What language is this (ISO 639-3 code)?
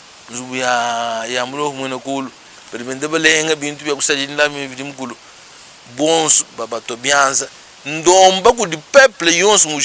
lua